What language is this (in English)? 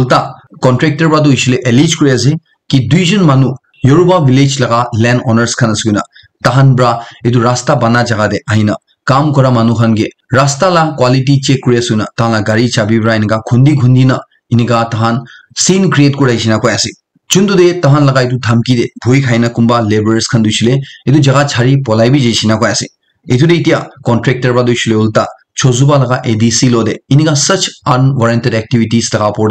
Naga Pidgin